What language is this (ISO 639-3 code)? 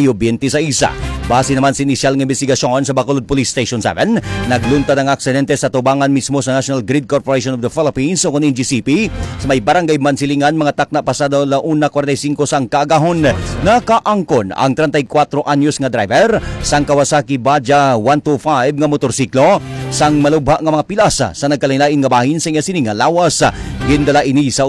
hil